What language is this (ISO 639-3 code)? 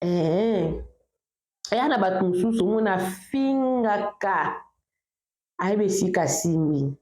lin